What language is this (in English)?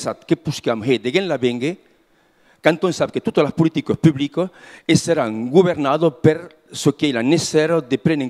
Occitan